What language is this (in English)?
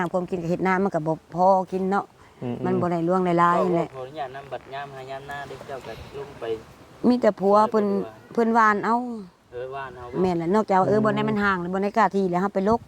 Northeastern Thai